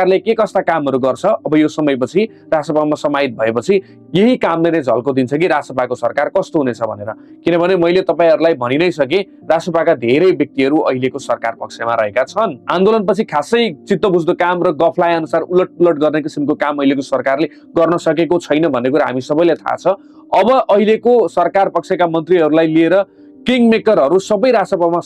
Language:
Nepali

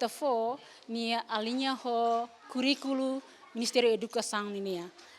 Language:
Tetum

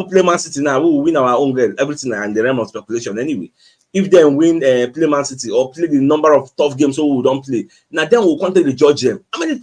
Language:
Nigerian Pidgin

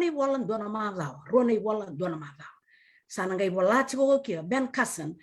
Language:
Fijian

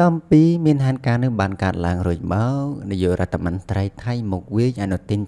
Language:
Khmer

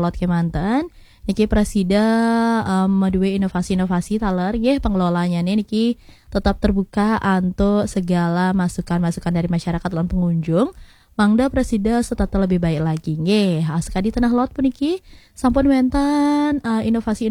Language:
Balinese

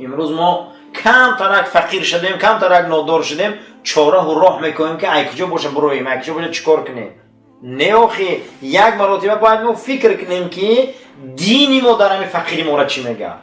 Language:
Tajik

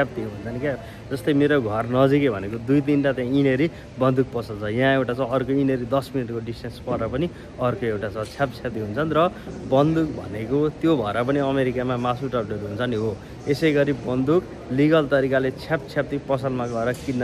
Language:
Nepali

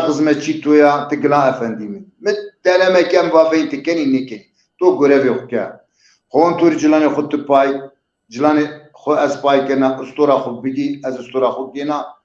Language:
Zaza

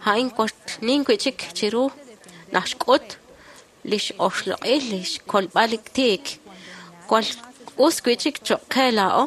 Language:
Kekchí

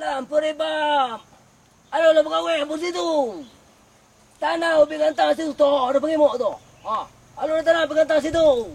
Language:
Minangkabau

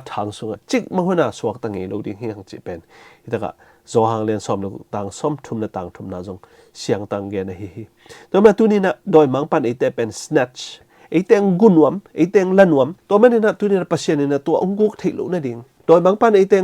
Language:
Tedim Chin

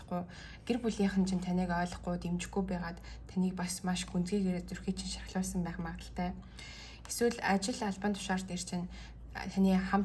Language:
Mongolian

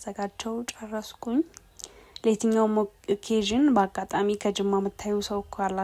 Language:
Amharic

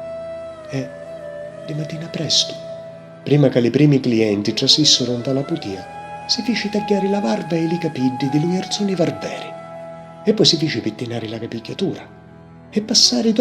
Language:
Sicilian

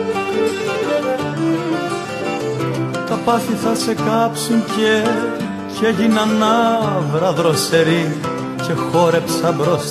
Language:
Greek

